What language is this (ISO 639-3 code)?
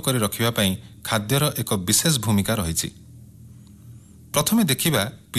ori